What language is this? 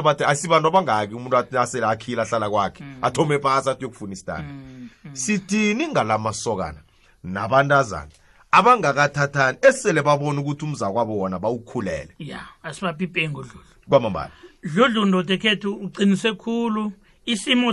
South Ndebele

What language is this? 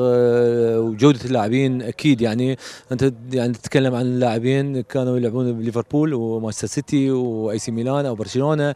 Mesopotamian Arabic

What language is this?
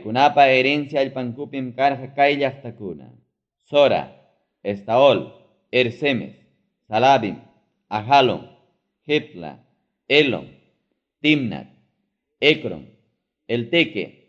Ayacucho Quechua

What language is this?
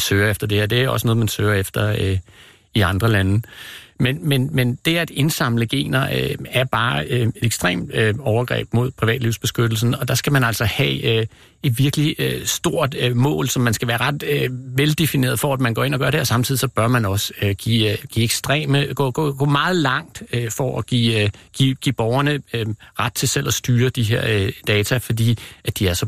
Danish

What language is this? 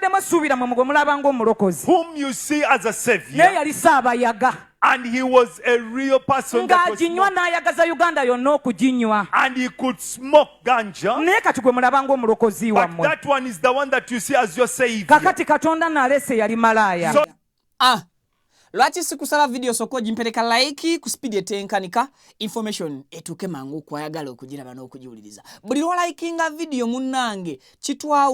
Ganda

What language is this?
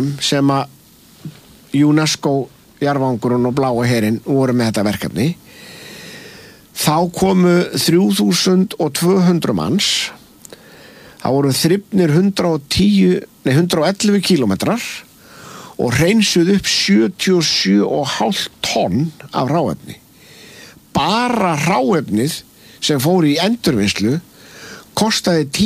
Icelandic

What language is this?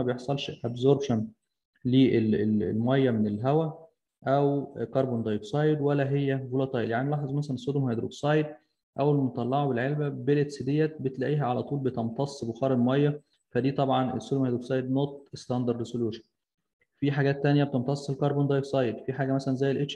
Egyptian Arabic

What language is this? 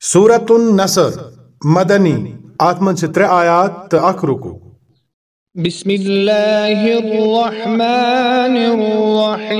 Kashmiri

